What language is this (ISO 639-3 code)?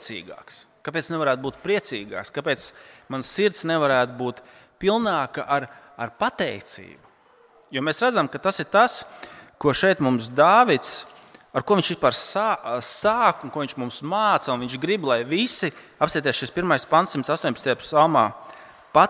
lav